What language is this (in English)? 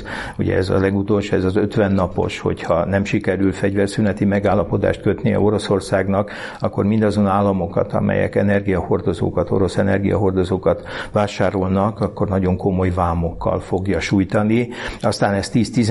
Hungarian